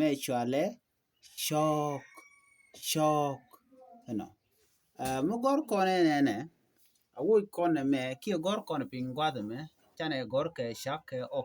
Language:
Nuer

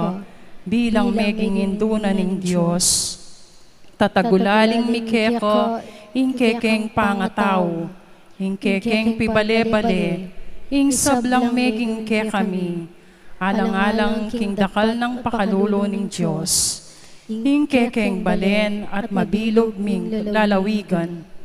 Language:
Pampanga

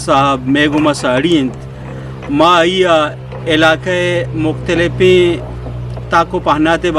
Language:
Eastern Balochi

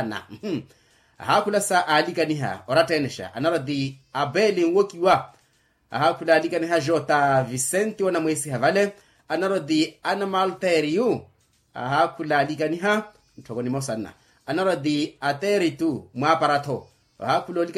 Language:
Makhuwa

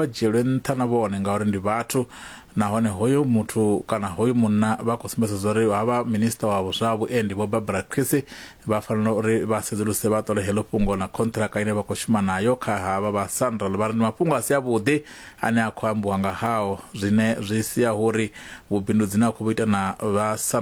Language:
Venda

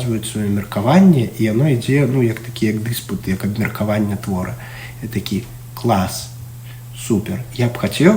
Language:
Belarusian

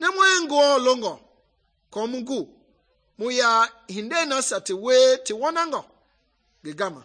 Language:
Mende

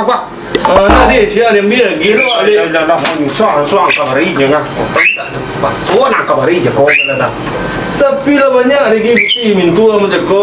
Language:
Minangkabau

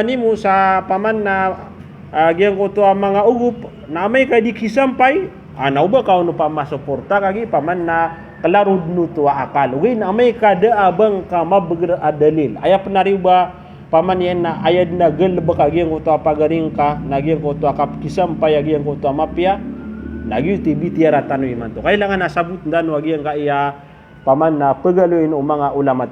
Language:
Maranao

